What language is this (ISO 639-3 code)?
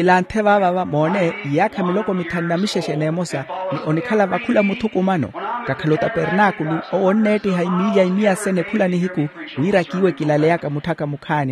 vmw